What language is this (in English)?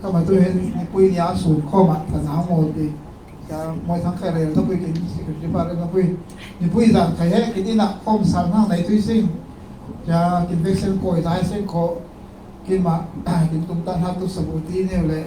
Falam Chin